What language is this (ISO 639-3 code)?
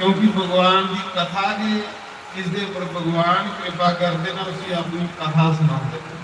doi